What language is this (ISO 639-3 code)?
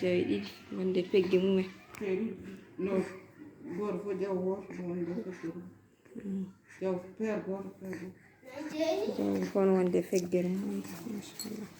ful